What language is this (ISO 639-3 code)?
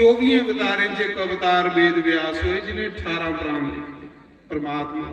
doi